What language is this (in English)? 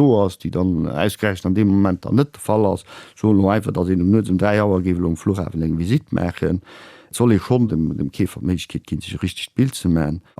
Luxembourgish